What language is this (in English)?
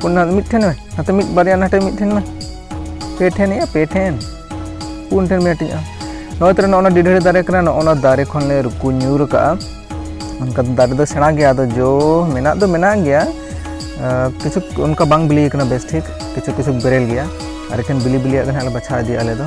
Santali